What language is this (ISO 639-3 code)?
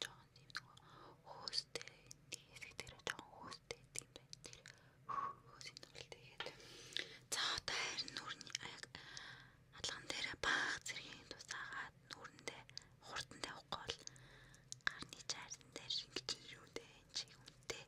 mon